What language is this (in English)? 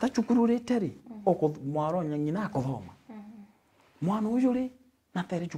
Meru